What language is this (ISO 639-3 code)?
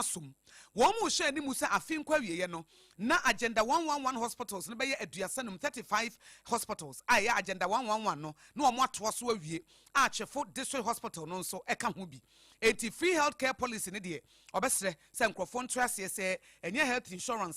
aka